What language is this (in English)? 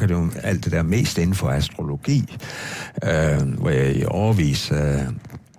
Danish